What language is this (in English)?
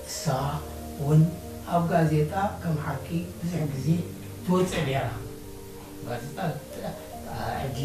Tigrinya